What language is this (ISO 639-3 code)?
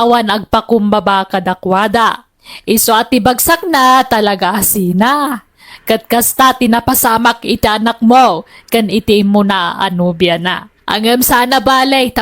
ilo